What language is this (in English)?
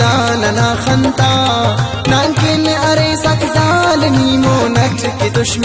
Brahui